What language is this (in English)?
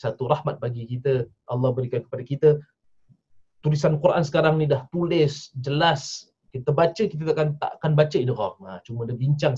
Malay